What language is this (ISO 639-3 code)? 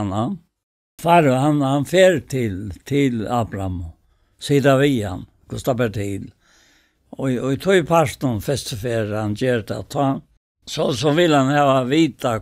fao